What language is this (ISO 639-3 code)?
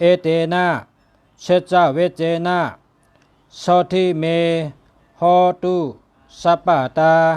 shn